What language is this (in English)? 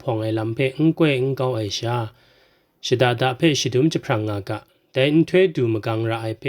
Kachin